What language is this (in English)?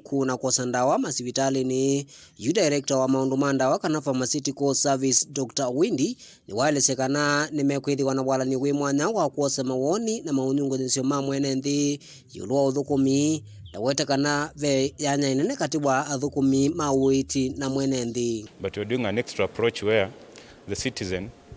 Kamba